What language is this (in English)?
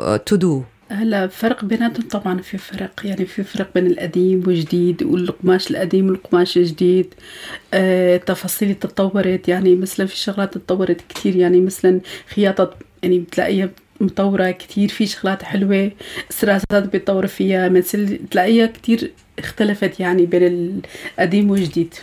North Levantine Arabic